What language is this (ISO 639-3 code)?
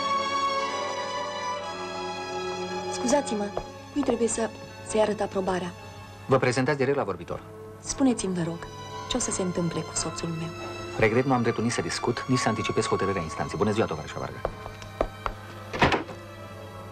ron